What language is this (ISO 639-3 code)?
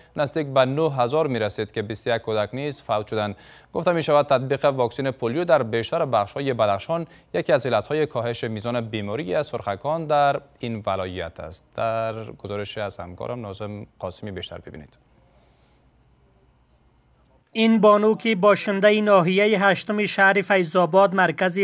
fas